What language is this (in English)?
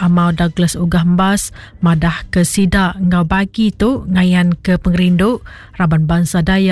Iban